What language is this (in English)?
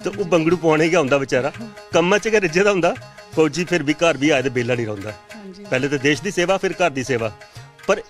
Dogri